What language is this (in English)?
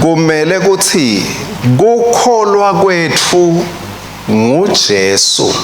Swati